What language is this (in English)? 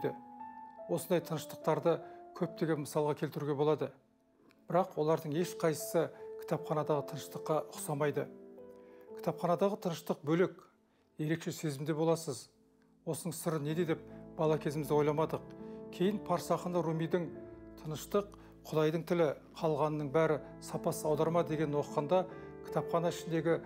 Kazakh